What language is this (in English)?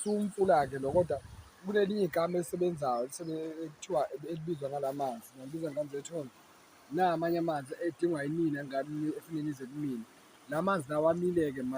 Zulu